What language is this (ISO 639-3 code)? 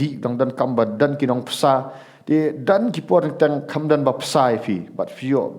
kha